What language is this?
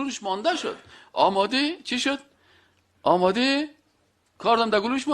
Persian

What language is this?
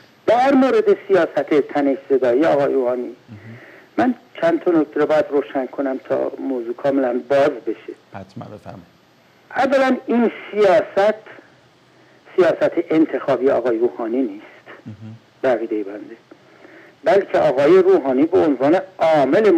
Persian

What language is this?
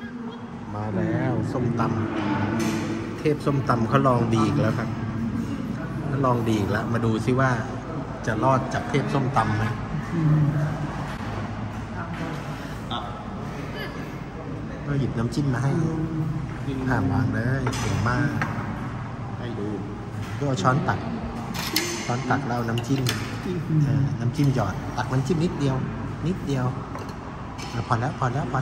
Thai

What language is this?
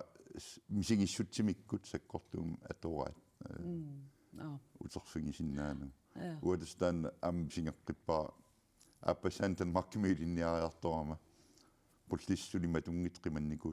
Kalaallisut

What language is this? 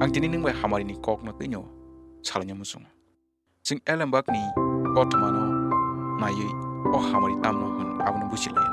Kok Borok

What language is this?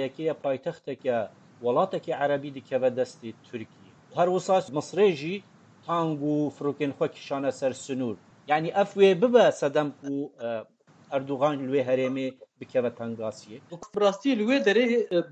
Kurdish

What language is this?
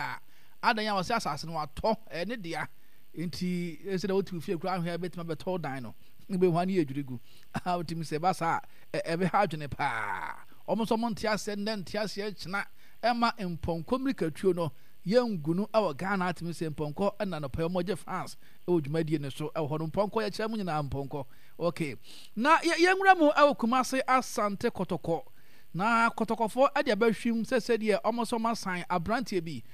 Akan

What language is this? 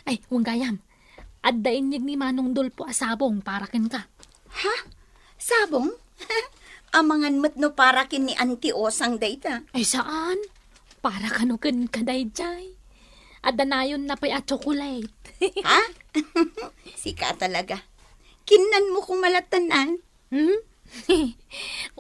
Iloko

